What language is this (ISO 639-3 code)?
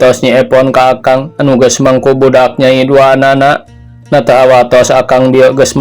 sun